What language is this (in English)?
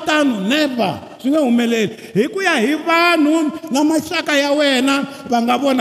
Tsonga